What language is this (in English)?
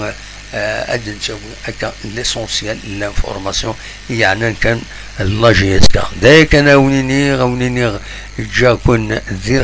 Kabyle